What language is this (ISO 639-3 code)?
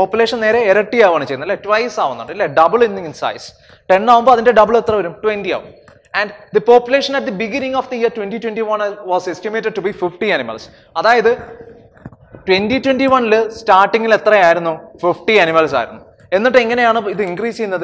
mal